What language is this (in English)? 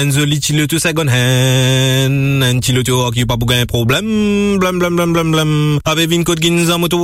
Morisyen